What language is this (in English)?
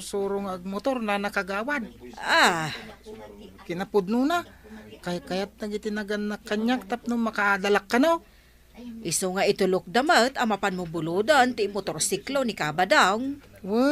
Iloko